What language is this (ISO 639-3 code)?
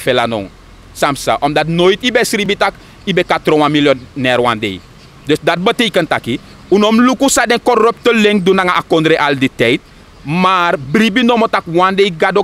srn